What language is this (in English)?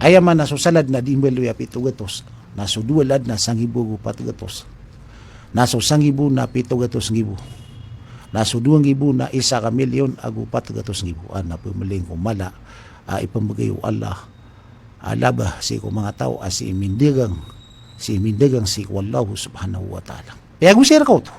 Maranao